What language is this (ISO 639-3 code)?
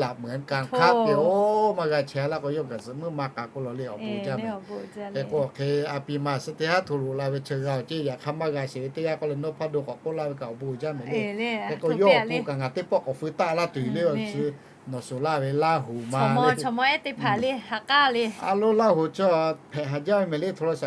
lhu